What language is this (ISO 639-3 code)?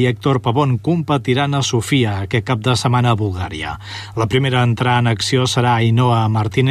cat